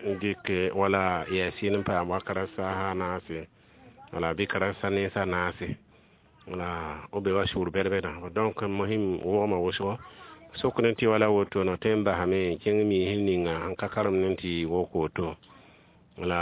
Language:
Mossi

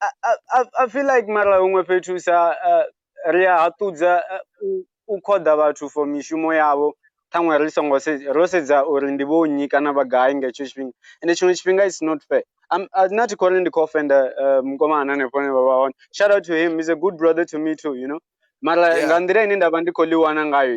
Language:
Venda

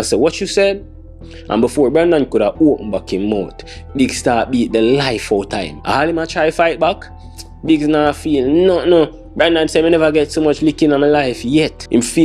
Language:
Jamaican Creole English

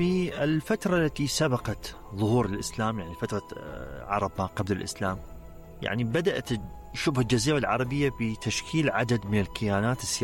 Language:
Arabic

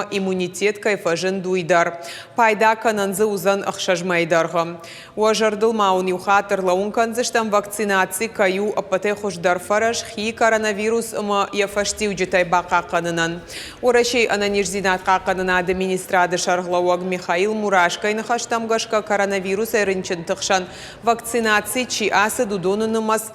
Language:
Ossetic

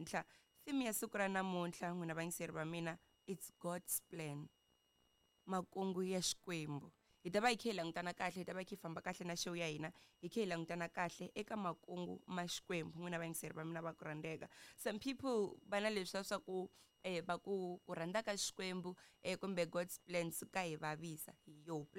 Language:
Tsonga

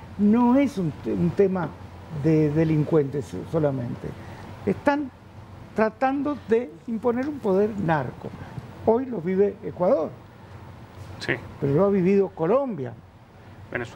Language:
Spanish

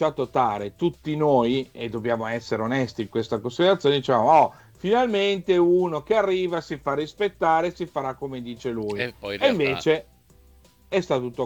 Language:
Italian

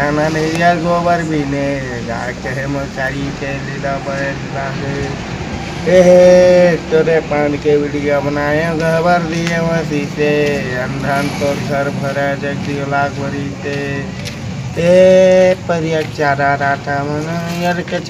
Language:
Chhattisgarhi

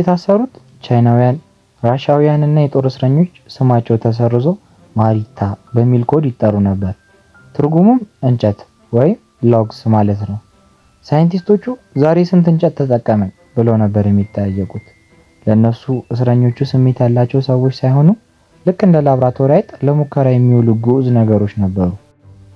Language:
Amharic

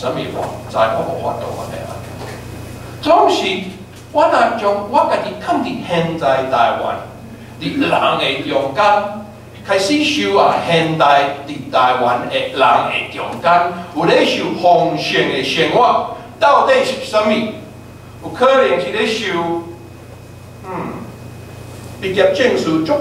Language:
Min Nan Chinese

